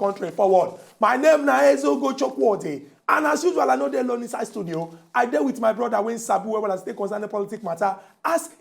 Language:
Nigerian Pidgin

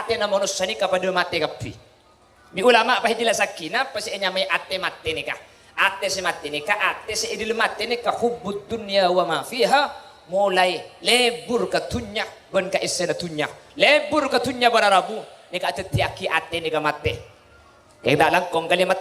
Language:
Madurese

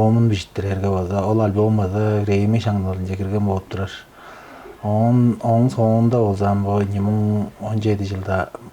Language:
Tuvinian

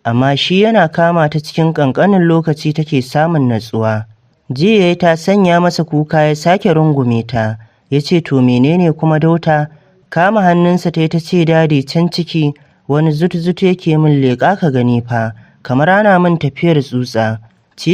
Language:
Hausa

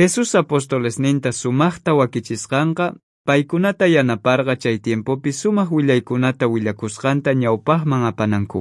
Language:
South Bolivian Quechua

